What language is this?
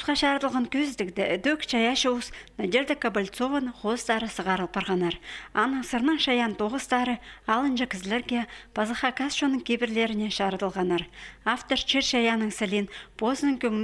Khakas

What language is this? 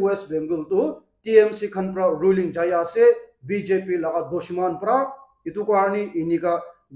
Naga Pidgin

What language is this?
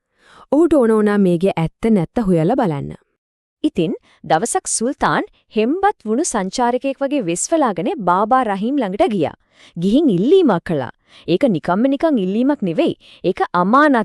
Sinhala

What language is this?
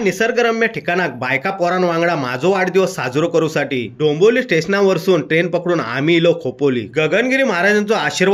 Konkani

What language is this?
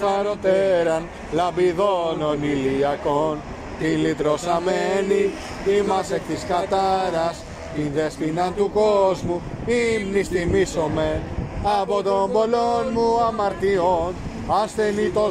Greek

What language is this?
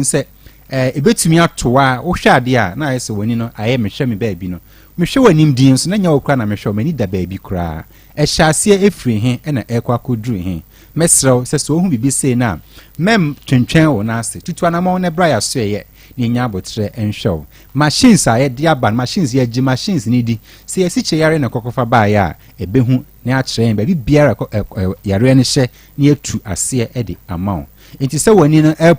Akan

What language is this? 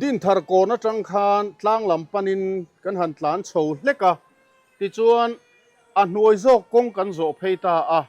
Mizo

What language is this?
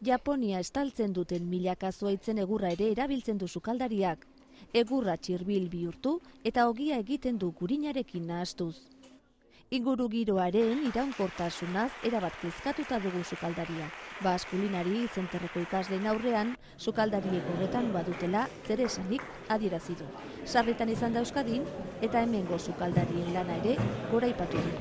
Basque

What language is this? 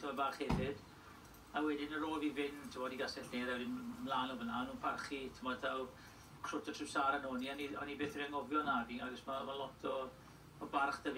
Welsh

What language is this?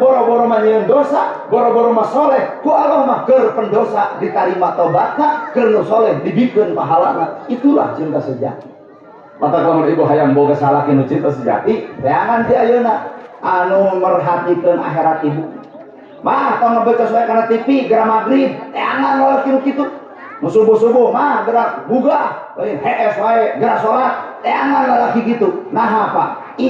Sundanese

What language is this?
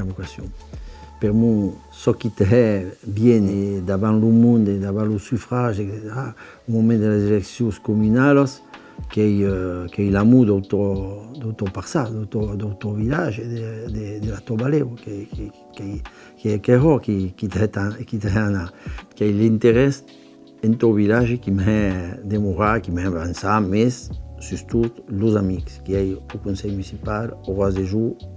Occitan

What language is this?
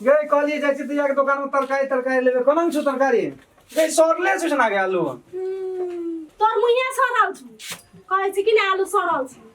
Maithili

